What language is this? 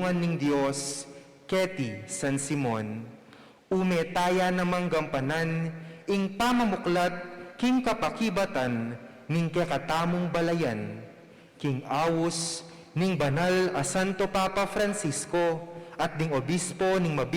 Pampanga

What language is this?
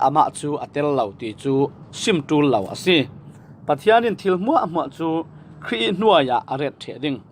Falam Chin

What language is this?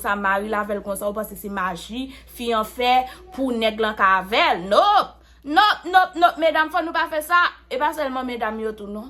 Haitian Creole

